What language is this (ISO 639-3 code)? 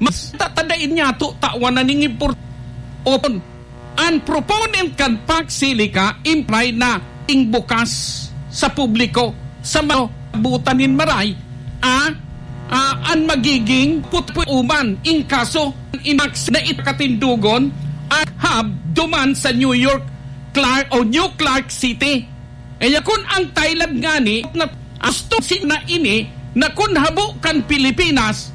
bik